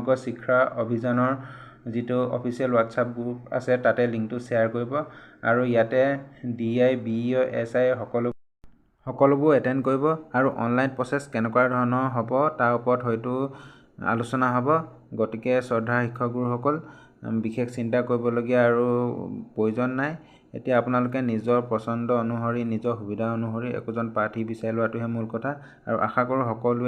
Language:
Assamese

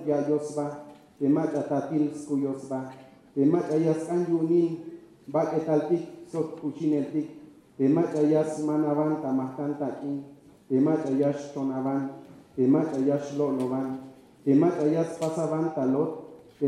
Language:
Tzeltal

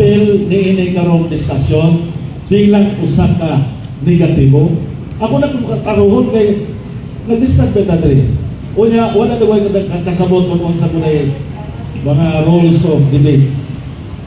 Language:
Cebuano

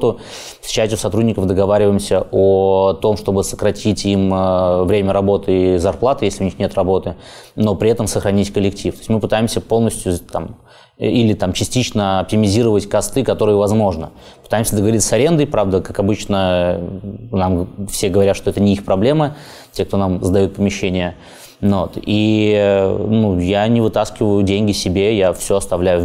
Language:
Russian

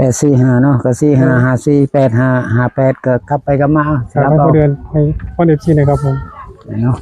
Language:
Northeastern Thai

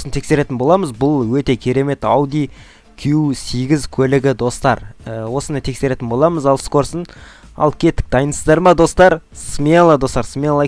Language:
Kazakh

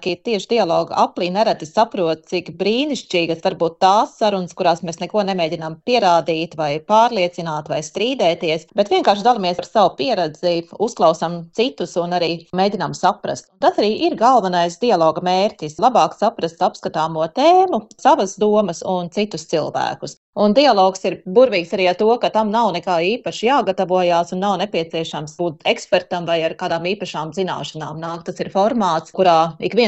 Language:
Latvian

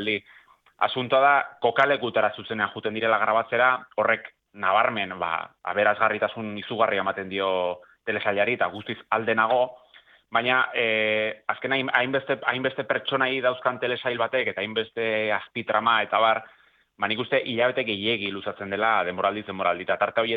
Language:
Basque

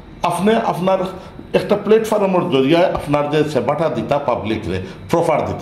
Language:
Sylheti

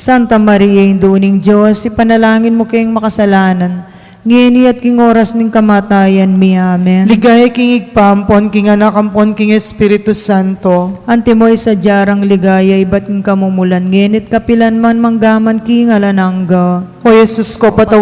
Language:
Pampanga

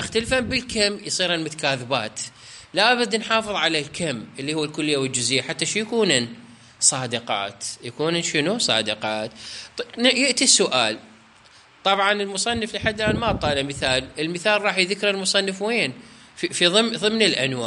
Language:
Mesopotamian Arabic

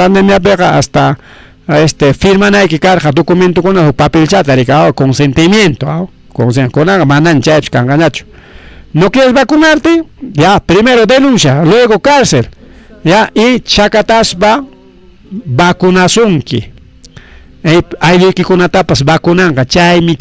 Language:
Ayacucho Quechua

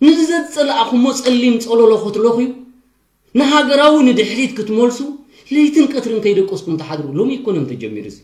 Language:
Tigrinya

